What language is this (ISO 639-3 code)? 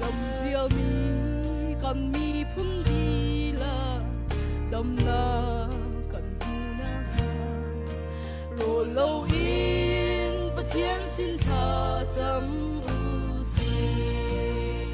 cnh